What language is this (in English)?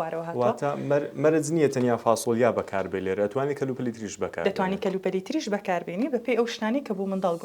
Central Kurdish